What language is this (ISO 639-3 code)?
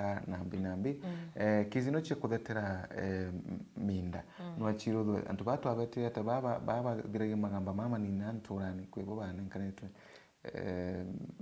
mer